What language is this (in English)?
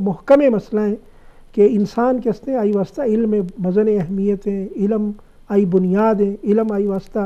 Eastern Balochi